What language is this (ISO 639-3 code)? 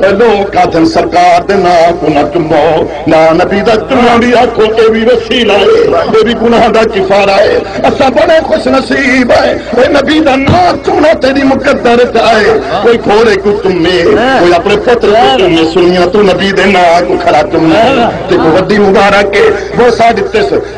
skr